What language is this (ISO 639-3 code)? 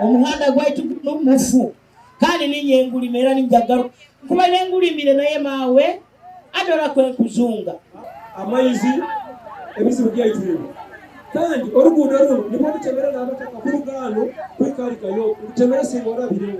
nyn